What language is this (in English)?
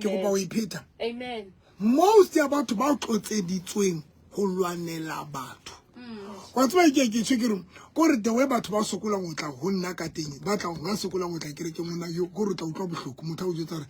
Southern Sotho